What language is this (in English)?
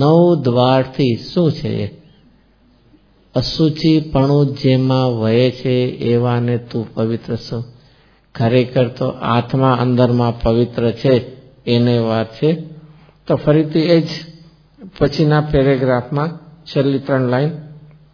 Gujarati